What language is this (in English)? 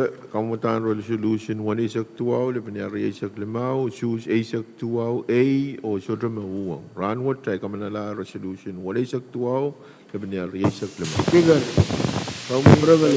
Pohnpeian